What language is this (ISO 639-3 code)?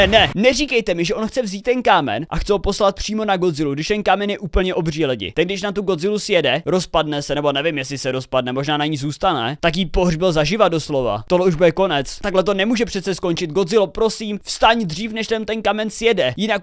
ces